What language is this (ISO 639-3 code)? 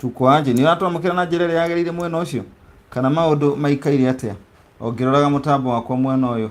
kik